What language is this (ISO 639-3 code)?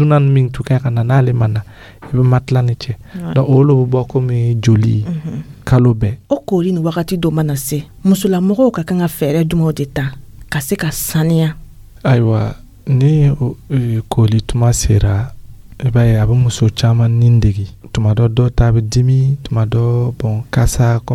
dyu